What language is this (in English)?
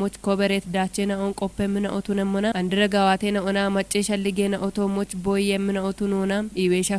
Kafa